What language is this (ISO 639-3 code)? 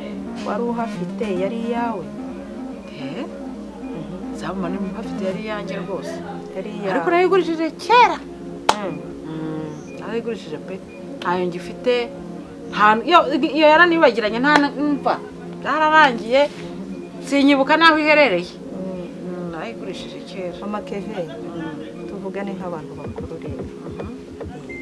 kin